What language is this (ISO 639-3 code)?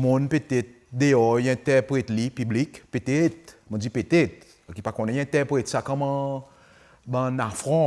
crs